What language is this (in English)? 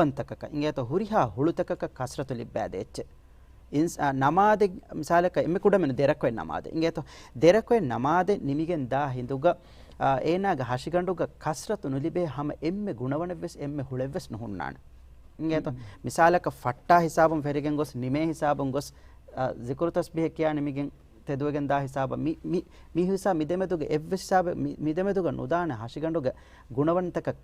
Divehi